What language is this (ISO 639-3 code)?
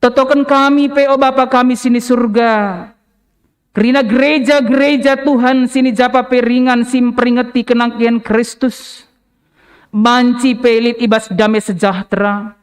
btx